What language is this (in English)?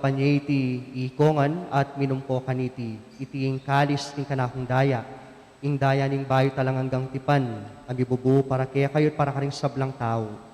Pampanga